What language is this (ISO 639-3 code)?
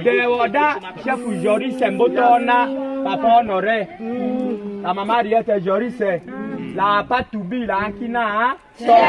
tll